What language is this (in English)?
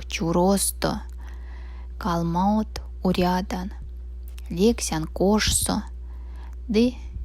Erzya